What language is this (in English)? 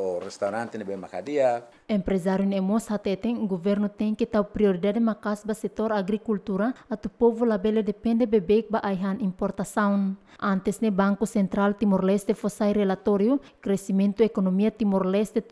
Tetum